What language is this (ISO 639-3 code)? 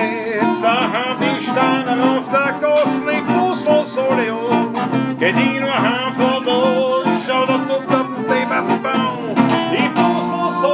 bar